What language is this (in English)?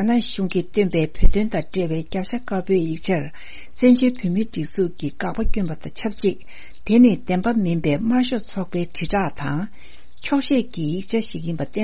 Tibetan